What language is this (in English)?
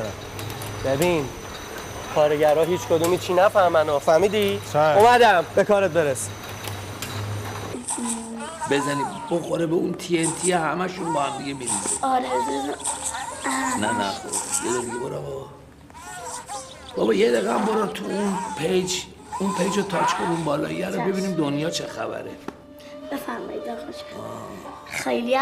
Persian